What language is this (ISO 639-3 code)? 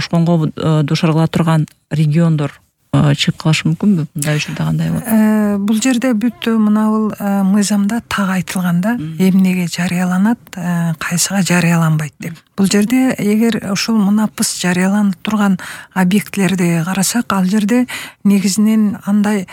kir